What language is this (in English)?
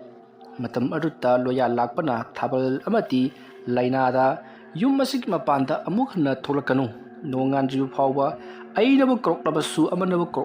Manipuri